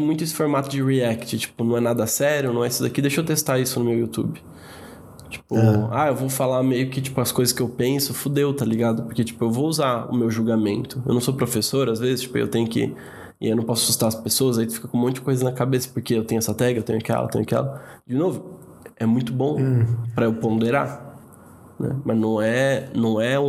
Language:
Portuguese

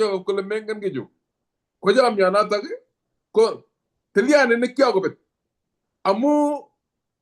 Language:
Kalenjin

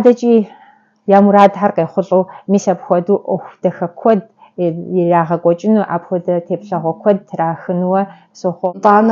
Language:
Kabardian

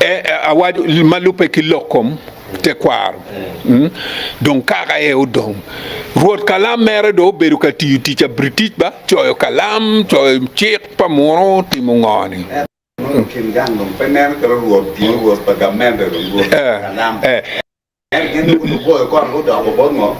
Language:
Acoli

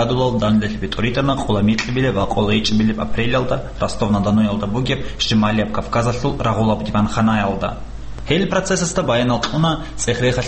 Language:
Avaric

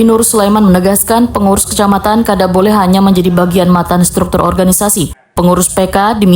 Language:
Banjar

